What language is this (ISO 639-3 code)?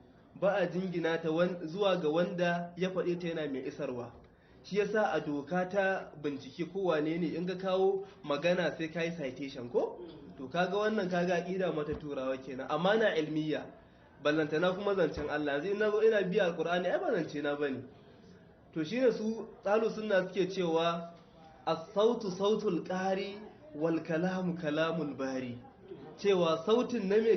hau